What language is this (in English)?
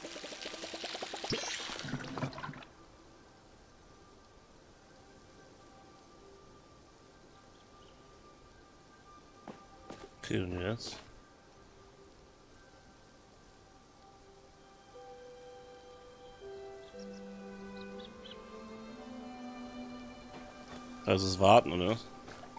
German